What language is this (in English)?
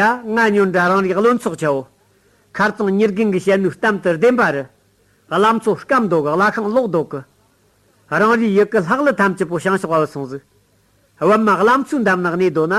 Tibetan